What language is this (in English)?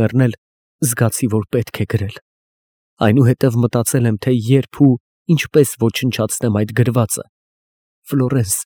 Armenian